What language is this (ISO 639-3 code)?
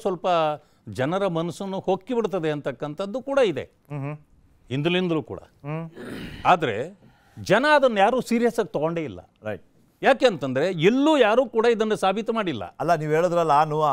kan